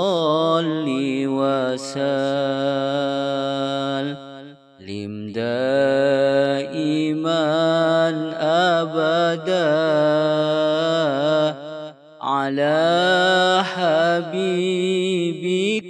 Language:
Arabic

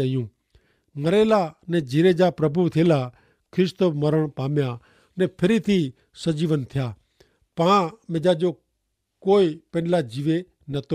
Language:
Kachhi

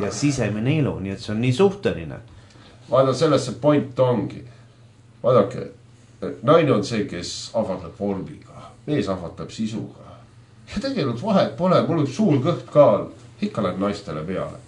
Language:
Estonian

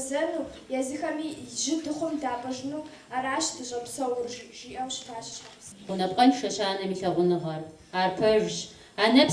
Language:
Kabardian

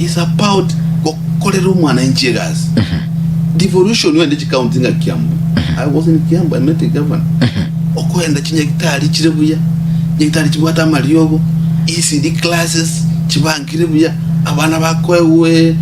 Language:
Gusii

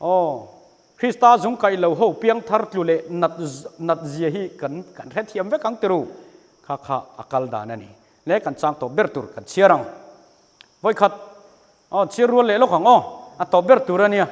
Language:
Mizo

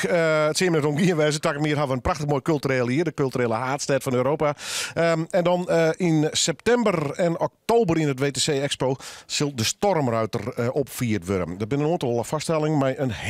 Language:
Western Frisian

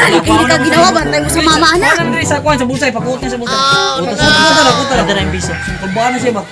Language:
Cebuano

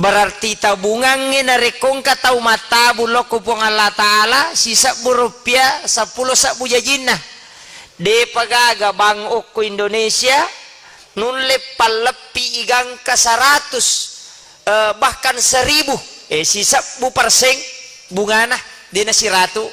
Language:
Buginese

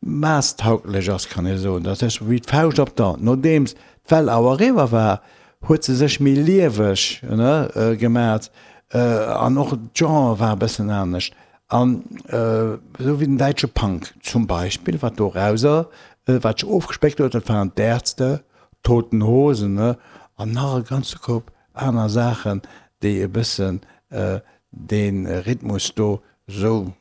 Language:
Luxembourgish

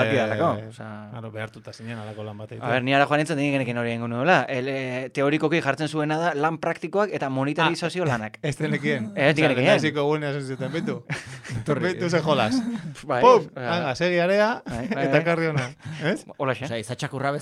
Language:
Basque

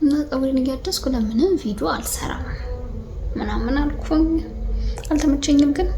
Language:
Amharic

